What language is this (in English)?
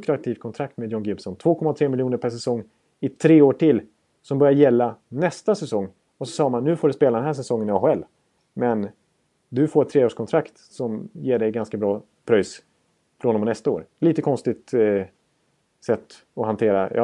Swedish